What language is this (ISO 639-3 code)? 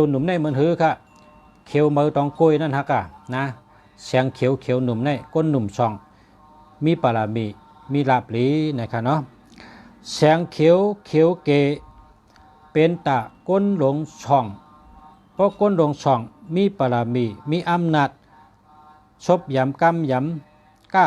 shn